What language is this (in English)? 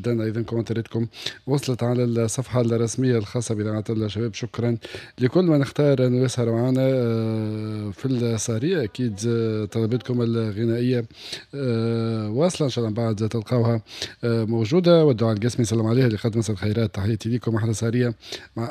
Tunisian Arabic